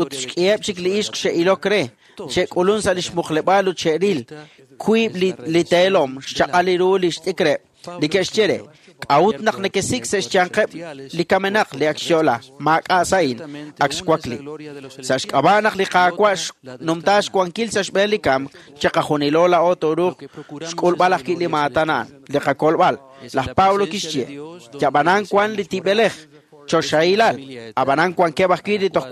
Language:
Kekchí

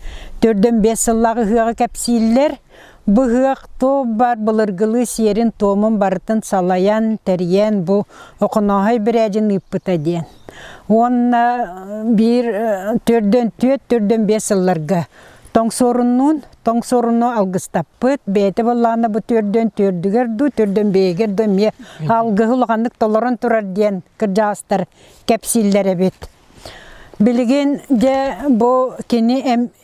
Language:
Yakut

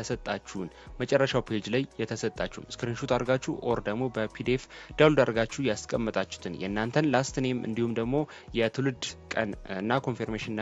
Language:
Amharic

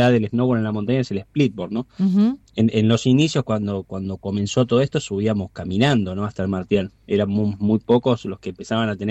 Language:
Spanish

